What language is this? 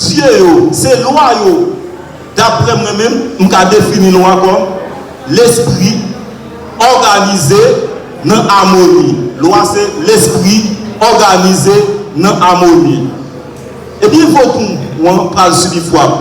Haitian Creole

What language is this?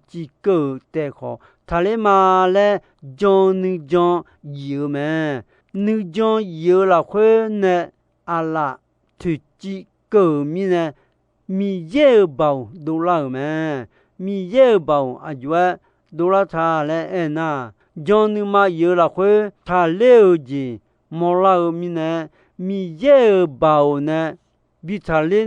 Akha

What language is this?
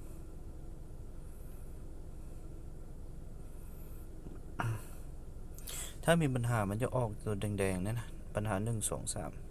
Lao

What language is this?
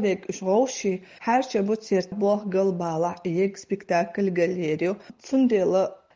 Chechen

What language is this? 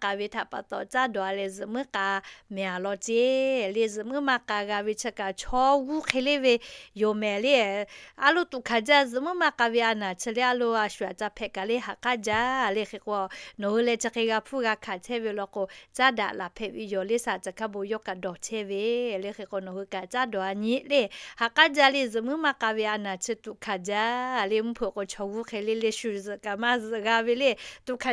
Lahu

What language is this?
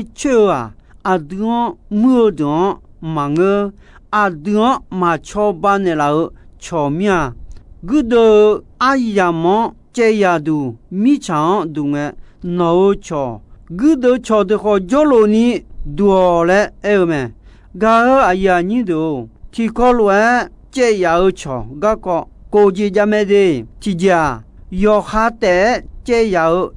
Akha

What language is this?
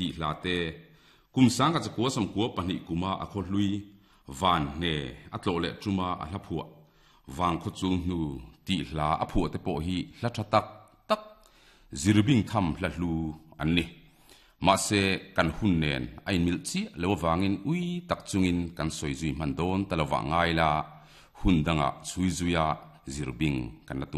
Mizo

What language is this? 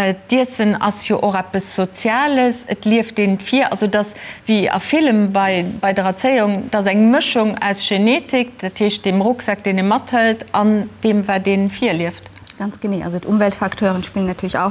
Luxembourgish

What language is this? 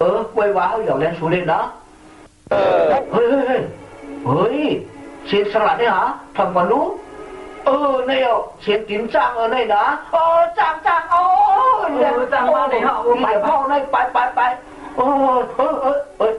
Shan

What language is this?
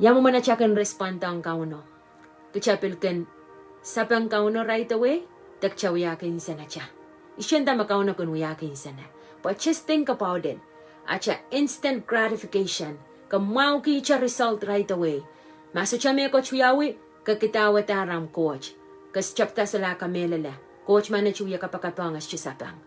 Pohnpeian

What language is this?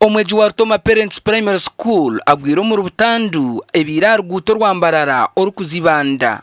Nyankole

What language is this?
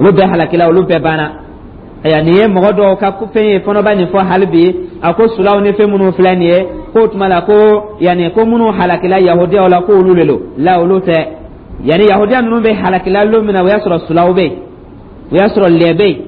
Dyula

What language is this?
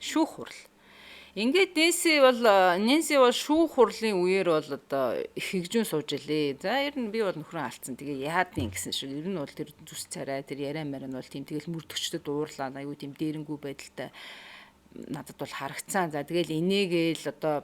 Mongolian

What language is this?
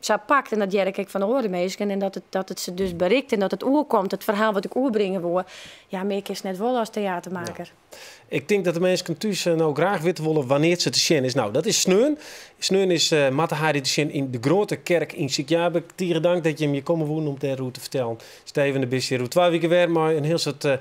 Western Frisian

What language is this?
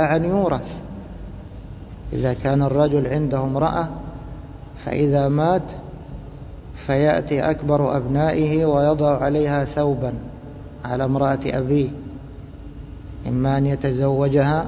Arabic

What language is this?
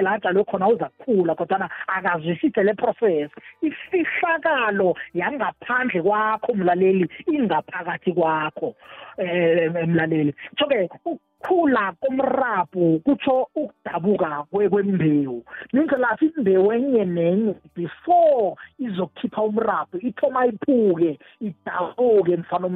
South Ndebele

